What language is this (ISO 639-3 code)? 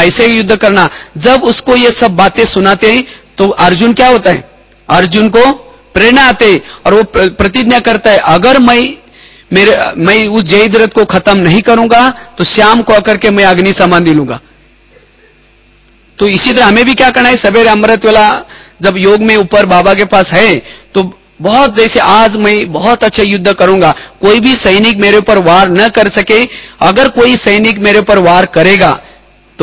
hin